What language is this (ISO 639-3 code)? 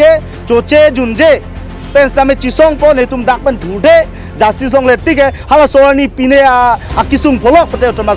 mjw